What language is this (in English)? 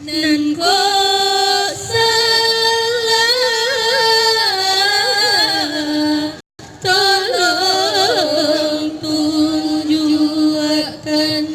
Minangkabau